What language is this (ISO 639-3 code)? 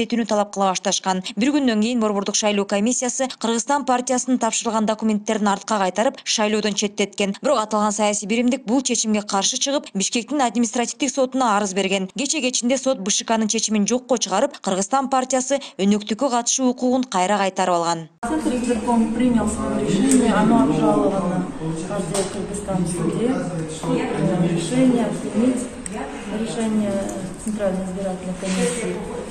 kir